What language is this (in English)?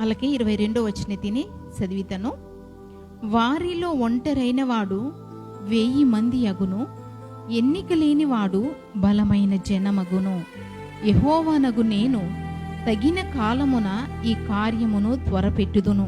Koya